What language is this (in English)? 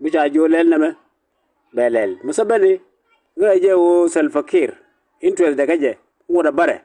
Nuer